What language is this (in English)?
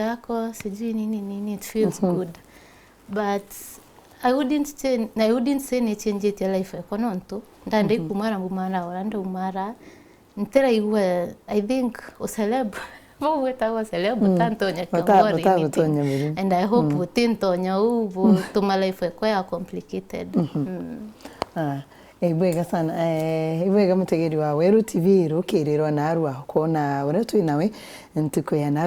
Meru